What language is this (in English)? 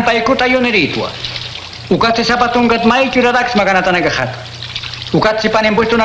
Aymara